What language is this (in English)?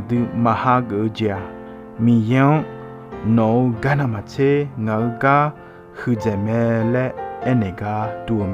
Akha